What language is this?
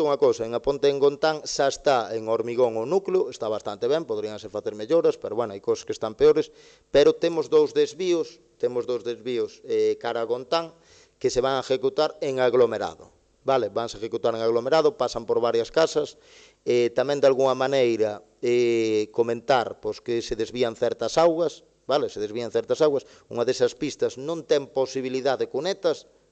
Galician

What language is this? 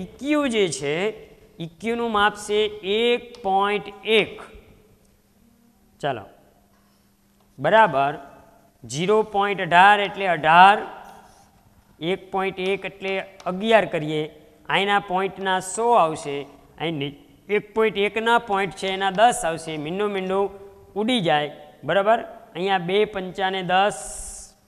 Gujarati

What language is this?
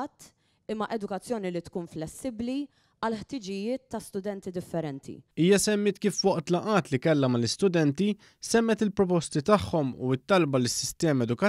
Maltese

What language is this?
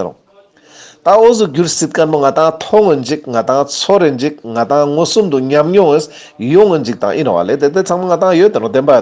Ladakhi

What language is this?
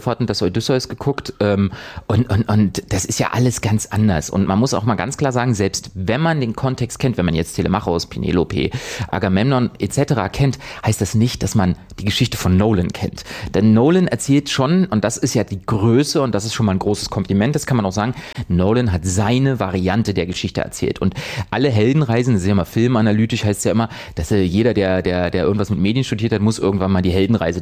German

